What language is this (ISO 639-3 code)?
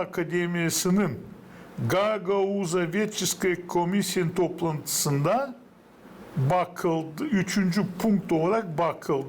gag